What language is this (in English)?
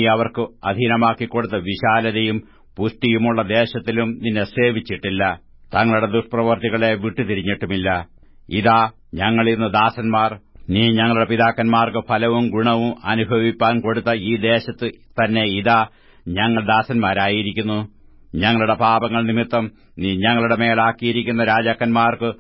Malayalam